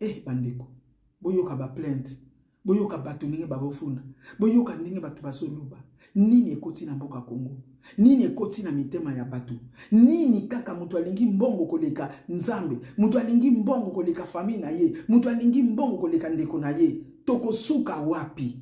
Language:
Lingala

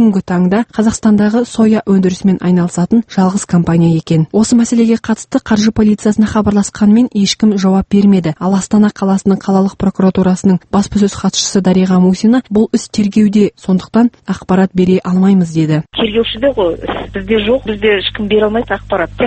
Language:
Kazakh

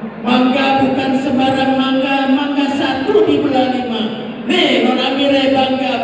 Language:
Betawi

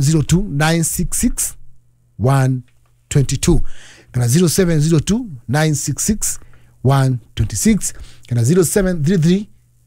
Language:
Kikuyu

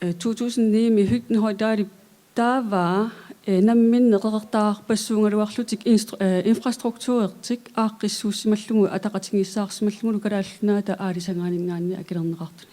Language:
Kalaallisut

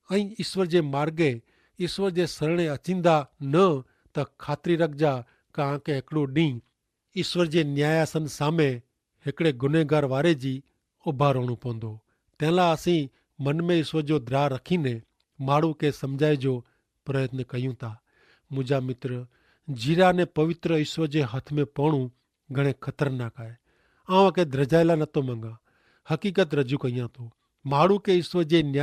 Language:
Kachhi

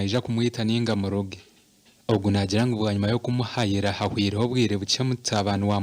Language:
Nyankole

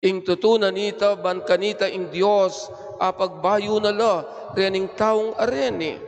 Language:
Pampanga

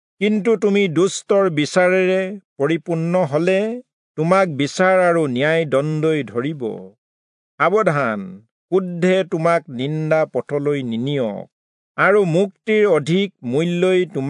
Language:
Assamese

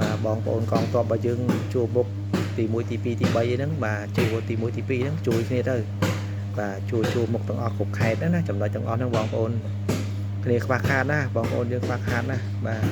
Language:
Khmer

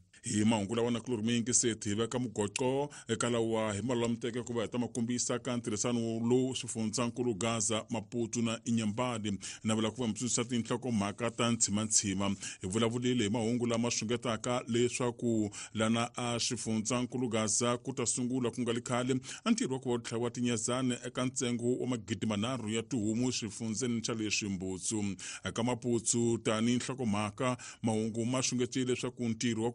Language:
Tsonga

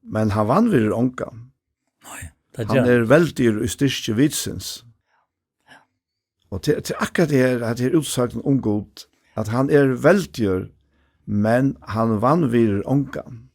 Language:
Faroese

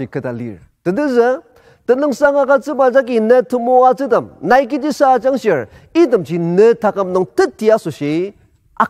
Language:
Ao Naga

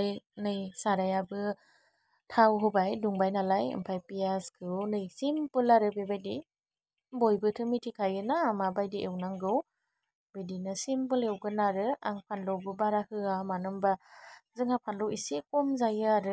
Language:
Bodo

